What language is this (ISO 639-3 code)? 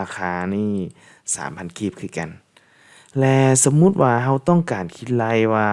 lao